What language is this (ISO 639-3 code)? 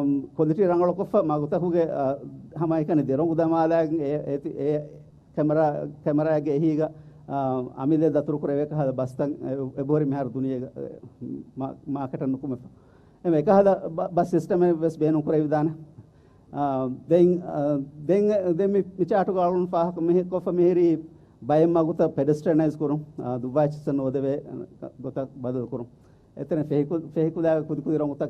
div